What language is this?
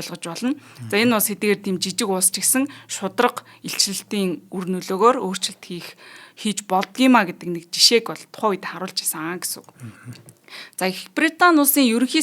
Mongolian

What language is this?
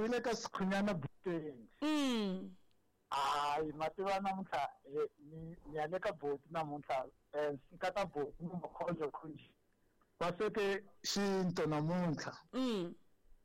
Tsonga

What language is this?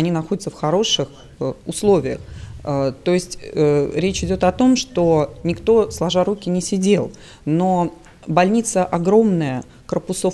Russian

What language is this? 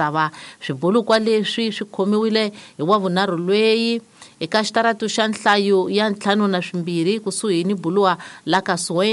Tsonga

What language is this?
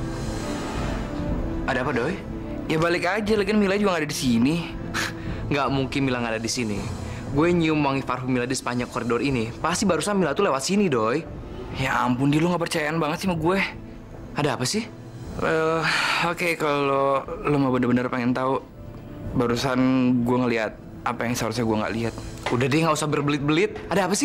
Indonesian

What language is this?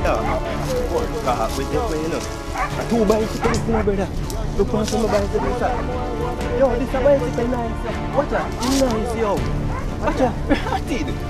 Jamaican Creole English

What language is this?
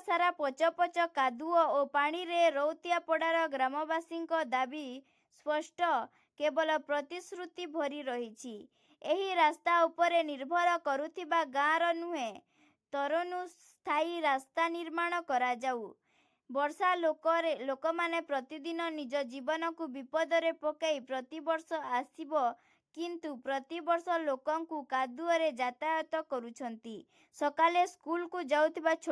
Odia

